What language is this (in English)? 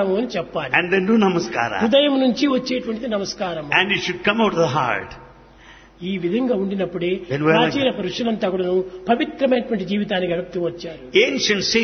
Telugu